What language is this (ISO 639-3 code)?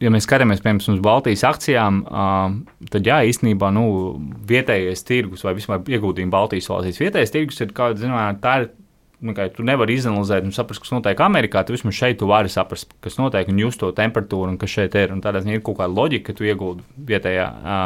lav